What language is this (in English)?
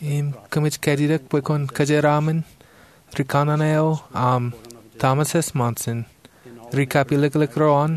Marshallese